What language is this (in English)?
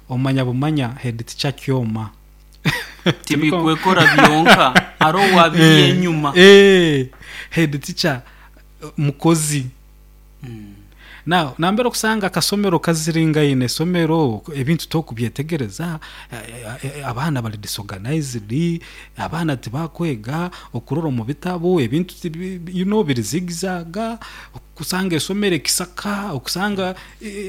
Nyoro